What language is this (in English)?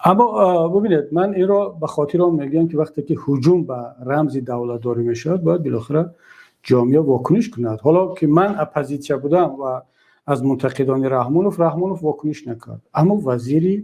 Tajik